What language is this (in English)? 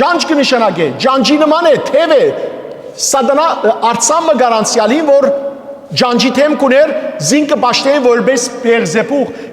Western Armenian